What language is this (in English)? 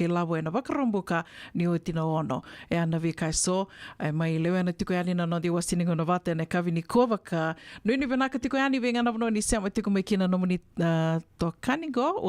Fijian